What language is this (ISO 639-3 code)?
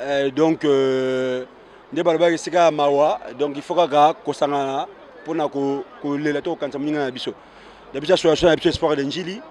lin